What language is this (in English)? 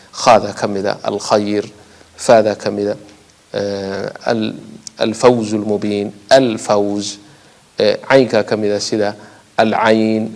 Somali